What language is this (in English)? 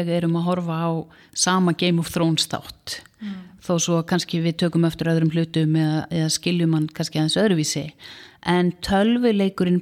Icelandic